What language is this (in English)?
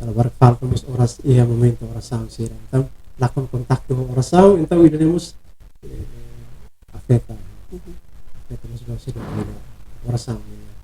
Tetum